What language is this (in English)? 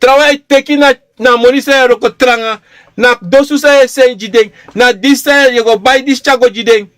Sranan Tongo